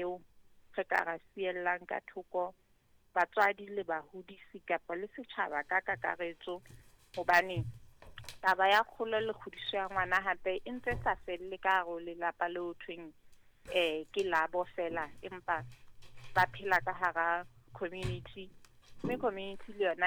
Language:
Southern Sotho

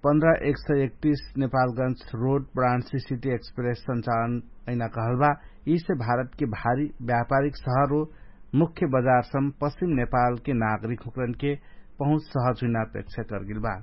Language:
Dangaura Tharu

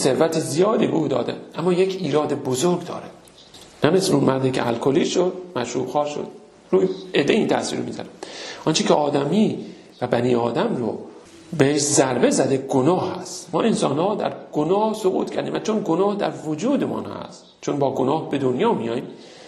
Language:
Persian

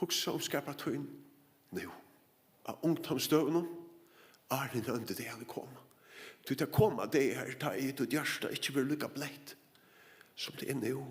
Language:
Faroese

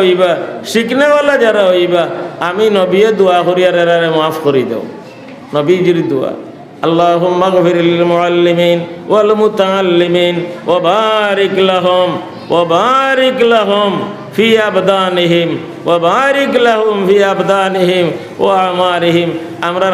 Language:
Sylheti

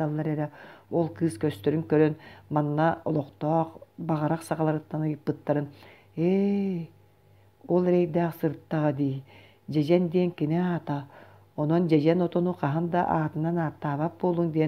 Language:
Yakut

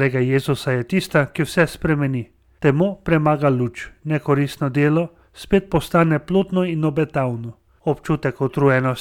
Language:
Slovenian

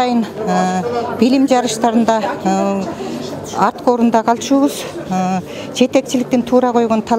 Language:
Kyrgyz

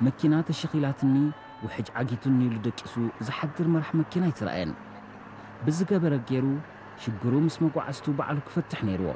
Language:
Tigrinya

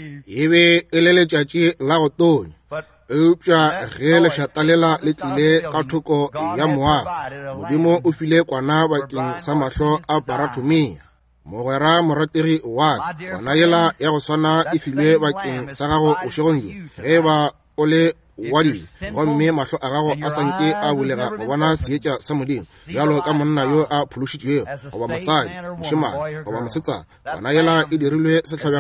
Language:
Northern Sotho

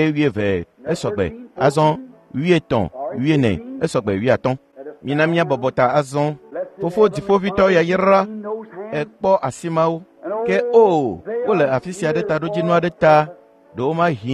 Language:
Ewe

